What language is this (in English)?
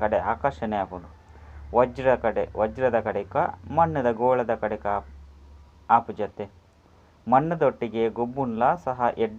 Tulu